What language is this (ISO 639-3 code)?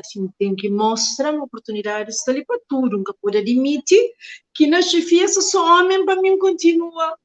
kea